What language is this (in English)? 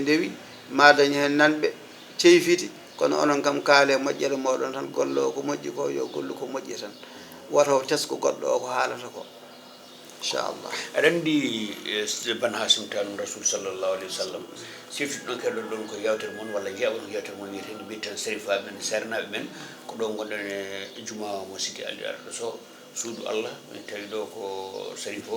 Fula